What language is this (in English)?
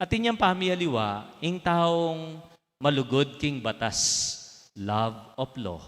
Pampanga